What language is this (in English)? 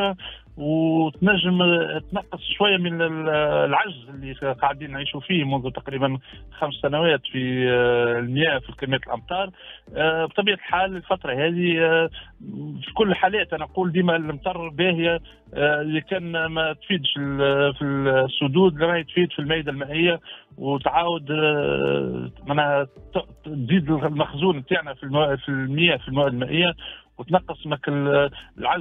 Tunisian Arabic